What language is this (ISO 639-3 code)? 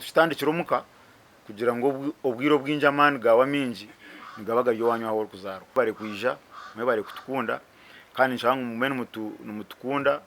nyn